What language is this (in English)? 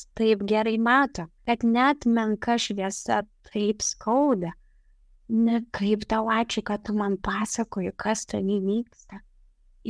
Lithuanian